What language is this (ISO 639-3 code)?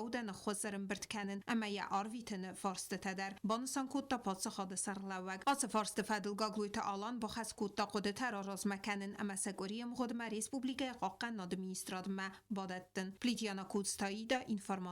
oss